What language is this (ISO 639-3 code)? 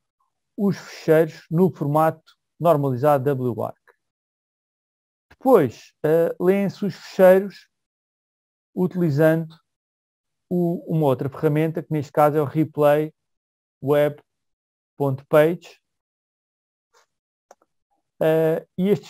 por